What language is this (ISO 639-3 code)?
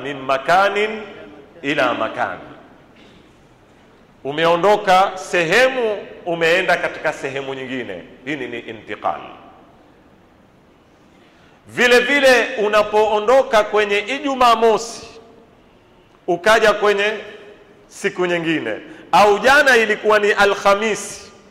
swa